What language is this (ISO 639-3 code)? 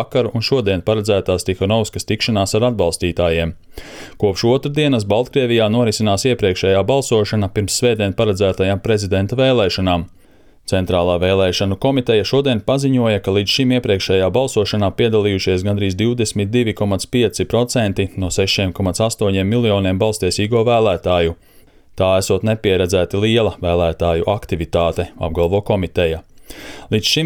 lav